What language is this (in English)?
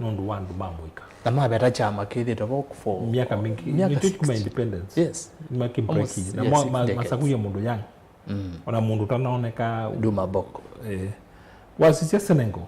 Kamba